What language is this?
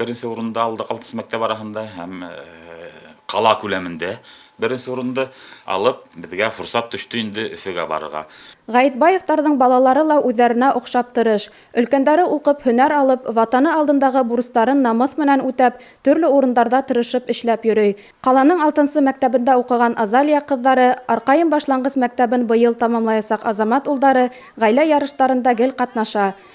Bashkir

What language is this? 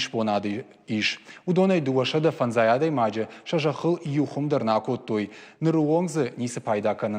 Ossetic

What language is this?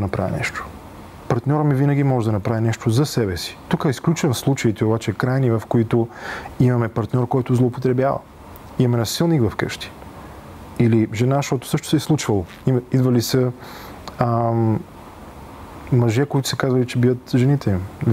Bulgarian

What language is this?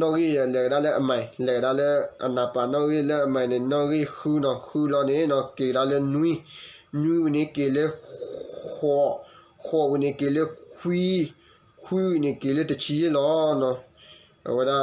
S'gaw Karen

